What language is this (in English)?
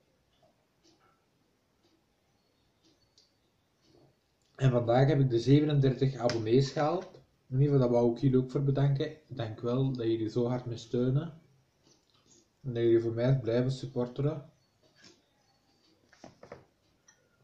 Dutch